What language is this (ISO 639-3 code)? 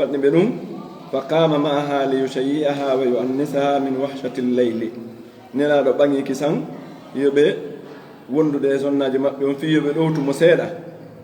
ful